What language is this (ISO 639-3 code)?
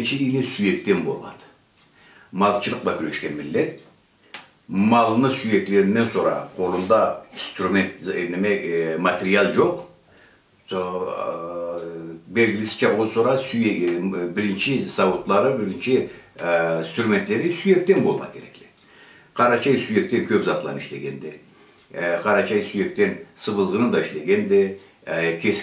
krc